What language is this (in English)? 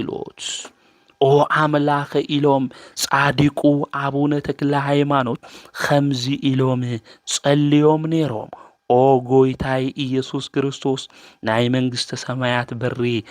Tigrinya